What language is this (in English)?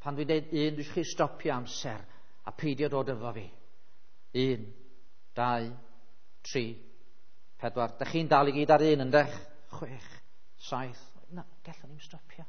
Welsh